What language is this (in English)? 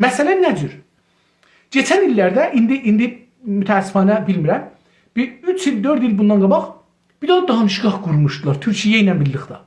South Azerbaijani